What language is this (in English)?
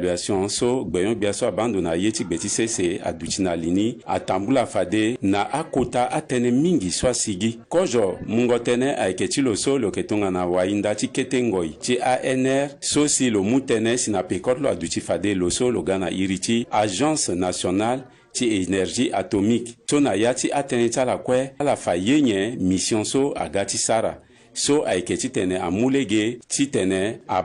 Sango